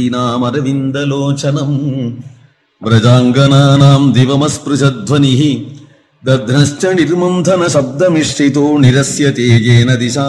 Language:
Sanskrit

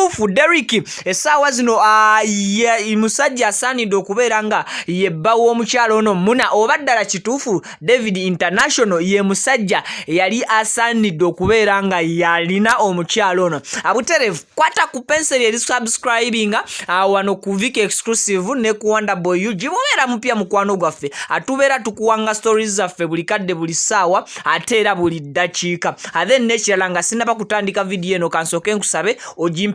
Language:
Ganda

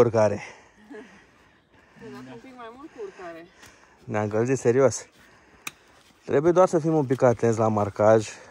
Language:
Romanian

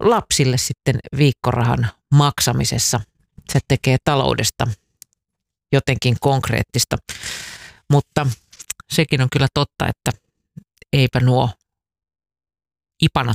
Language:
Finnish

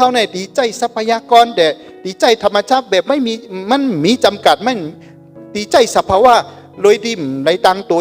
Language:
Shan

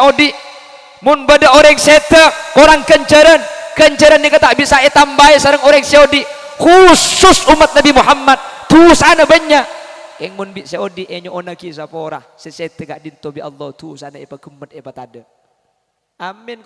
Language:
Madurese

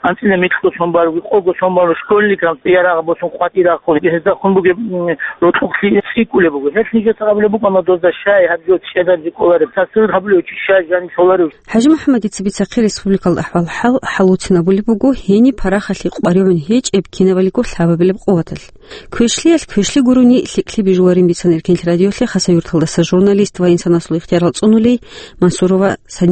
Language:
Avaric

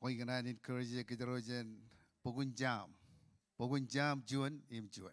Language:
Marshallese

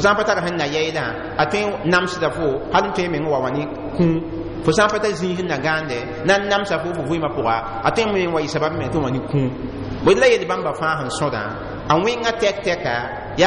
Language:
Mossi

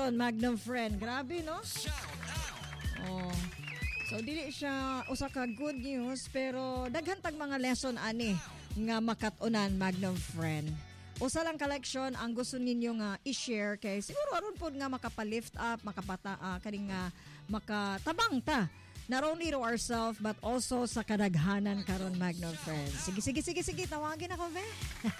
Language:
Cebuano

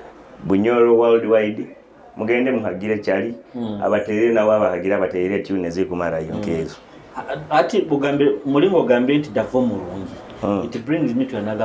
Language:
Nyoro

